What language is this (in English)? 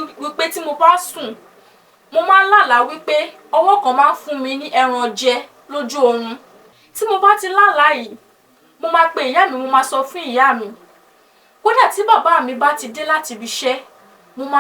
Yoruba